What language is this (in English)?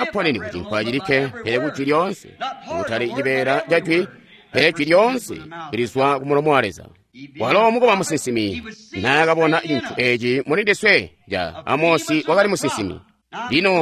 Tonga (Zambia)